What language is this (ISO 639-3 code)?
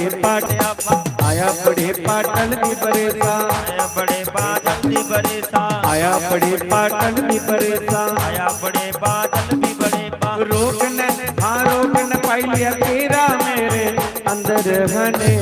doi